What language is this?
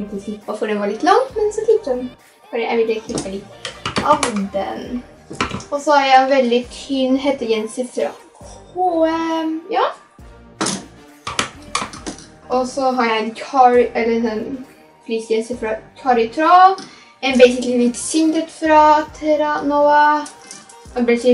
Norwegian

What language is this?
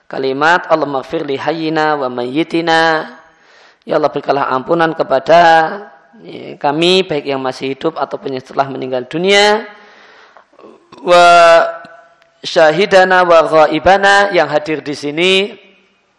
Indonesian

